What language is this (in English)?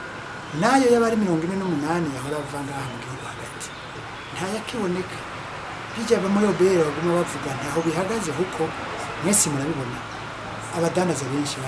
Rundi